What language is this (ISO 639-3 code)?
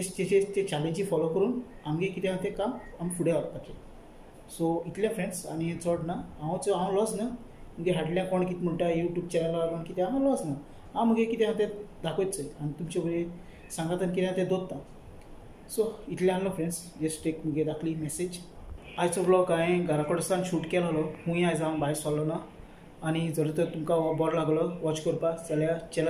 kok